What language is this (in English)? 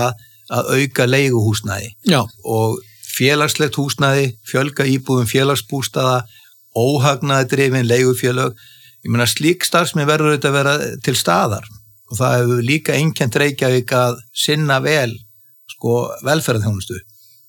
Icelandic